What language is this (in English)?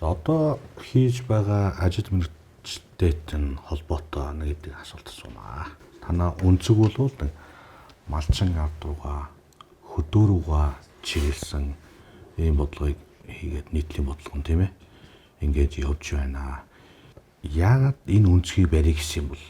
Mongolian